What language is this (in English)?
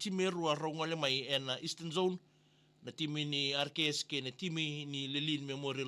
Fijian